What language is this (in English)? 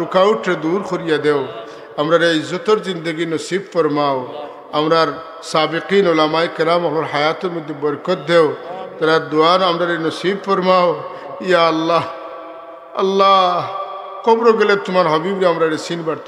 Sylheti